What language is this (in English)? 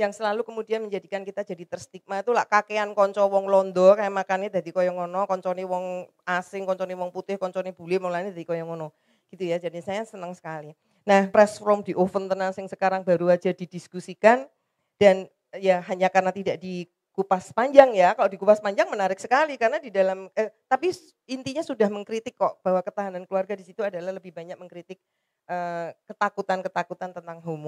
Indonesian